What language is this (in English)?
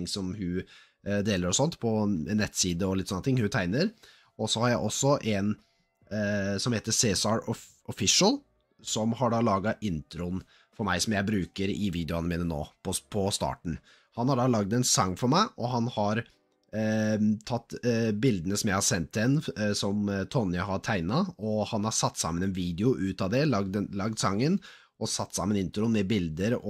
Norwegian